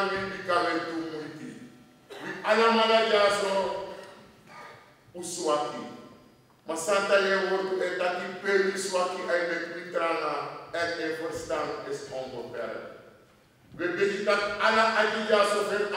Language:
Dutch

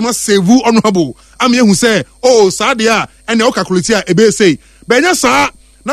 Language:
Akan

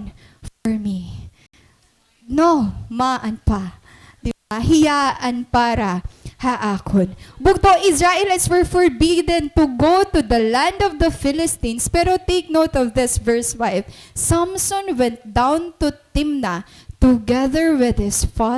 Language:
Waray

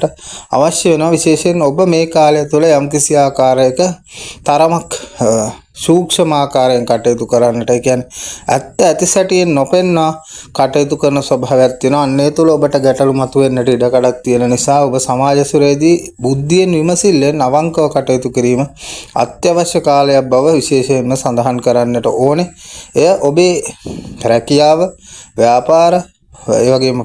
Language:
Sinhala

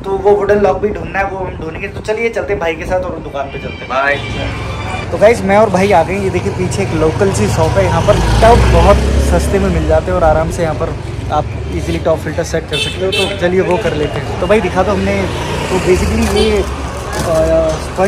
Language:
Hindi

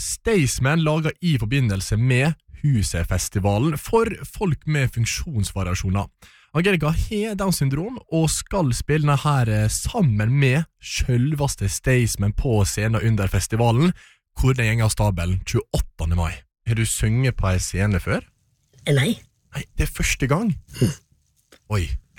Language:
Norwegian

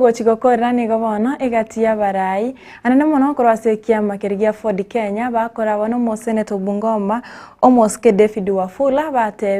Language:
Gusii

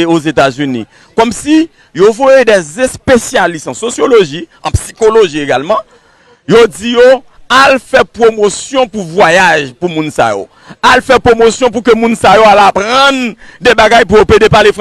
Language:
Haitian Creole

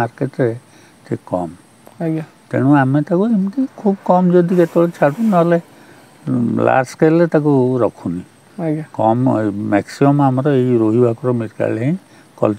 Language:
Odia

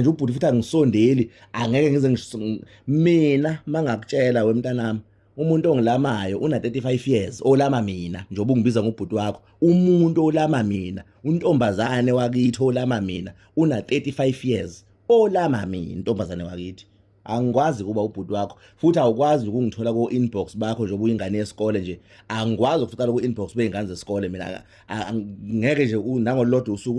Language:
Zulu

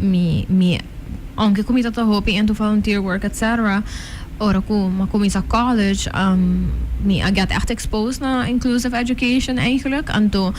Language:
Papiamento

